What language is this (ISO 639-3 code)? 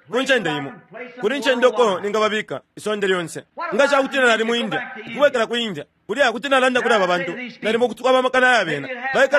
bem